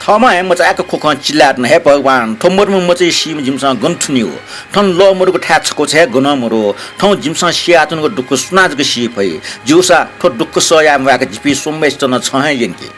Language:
Newari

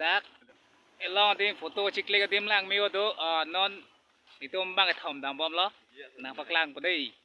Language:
Karbi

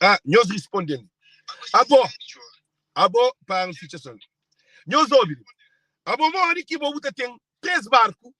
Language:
Kabuverdianu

